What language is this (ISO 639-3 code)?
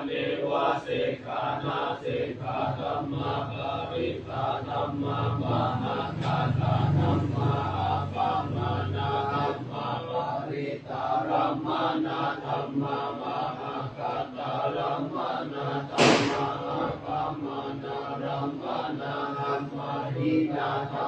pli